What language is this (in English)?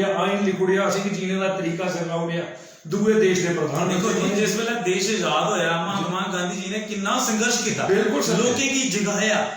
Dogri